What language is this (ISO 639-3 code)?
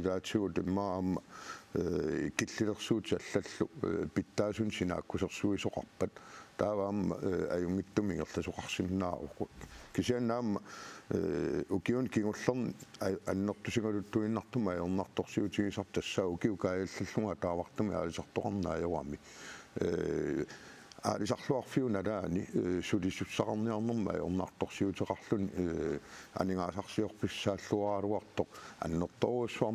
kal